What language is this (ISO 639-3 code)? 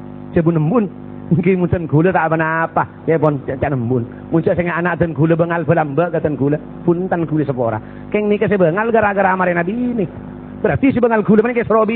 mad